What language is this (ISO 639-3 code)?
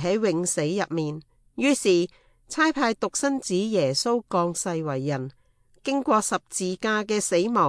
yue